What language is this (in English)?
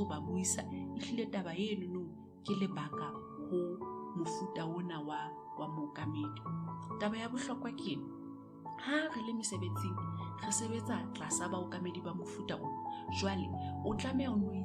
Southern Sotho